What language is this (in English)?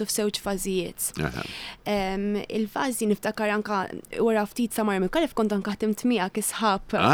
Maltese